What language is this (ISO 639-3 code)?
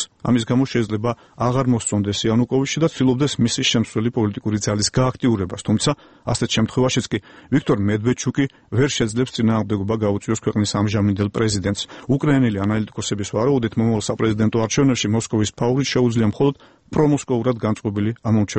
kat